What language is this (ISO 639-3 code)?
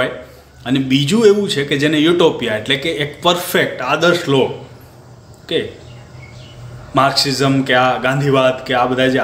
guj